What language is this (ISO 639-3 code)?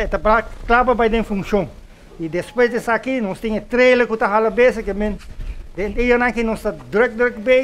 pap